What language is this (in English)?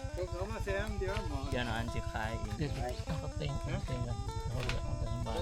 Northeastern Thai